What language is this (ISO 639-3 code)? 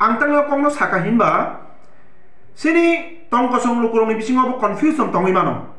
trp